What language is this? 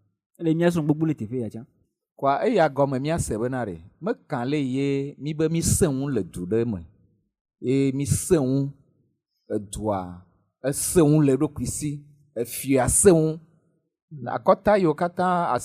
Ewe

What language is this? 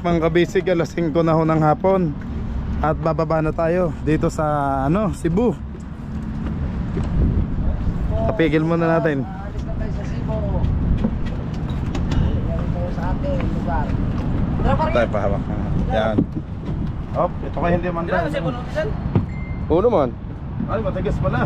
Filipino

